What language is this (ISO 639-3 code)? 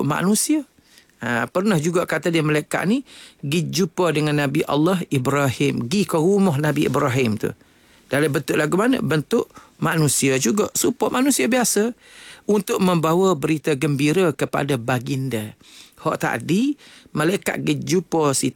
msa